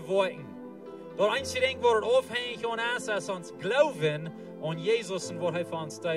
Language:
Plautdietsch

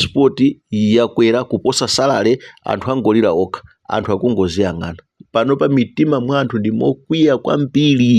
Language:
Nyanja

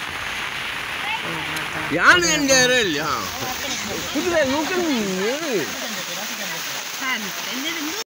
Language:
Kannada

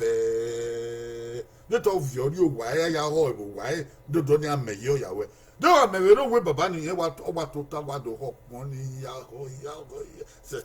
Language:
Bini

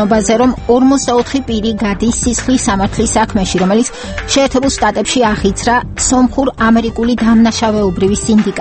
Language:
Georgian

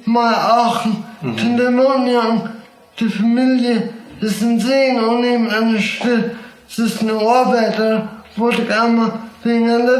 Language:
Plautdietsch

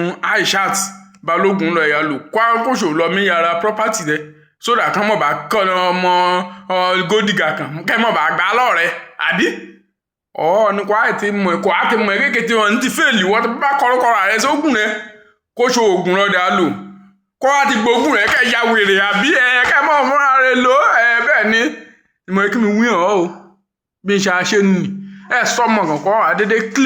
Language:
Yoruba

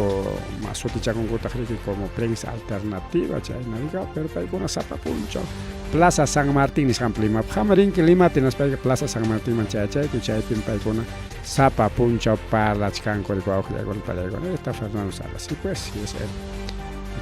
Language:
Ayacucho Quechua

